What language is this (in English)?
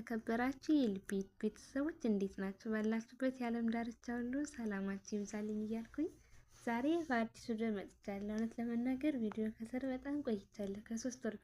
Amharic